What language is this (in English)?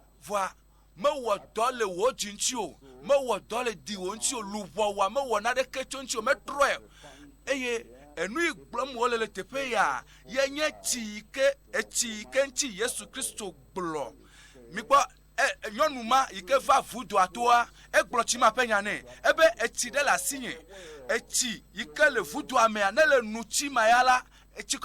Ewe